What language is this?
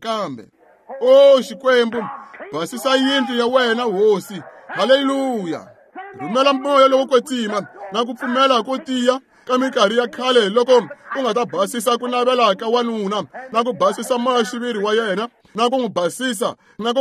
Tsonga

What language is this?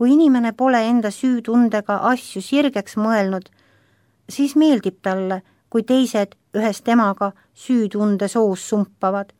Estonian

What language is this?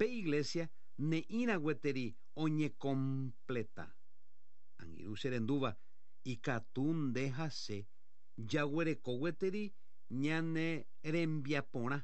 Guarani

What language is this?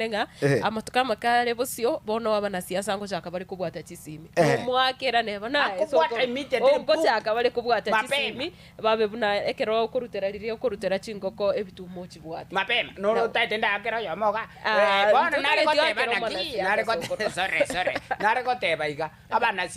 Gusii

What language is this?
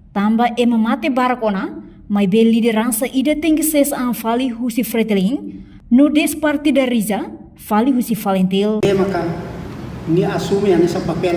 Tetum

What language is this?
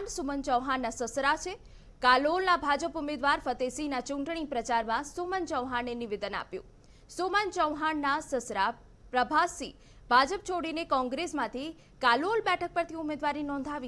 Gujarati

